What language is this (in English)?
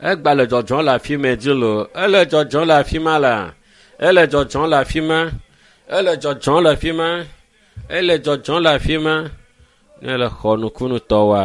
Ewe